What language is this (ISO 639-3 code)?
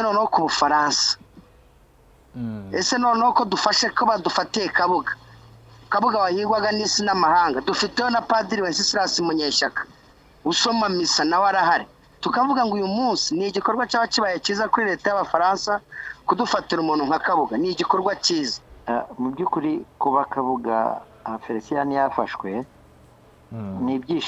kin